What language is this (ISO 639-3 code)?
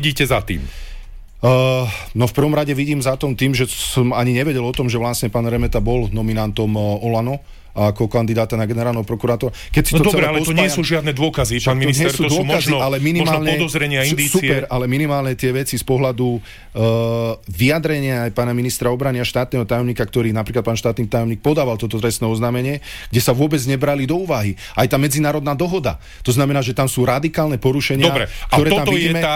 slk